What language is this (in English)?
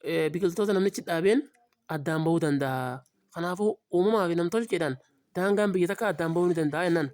Oromo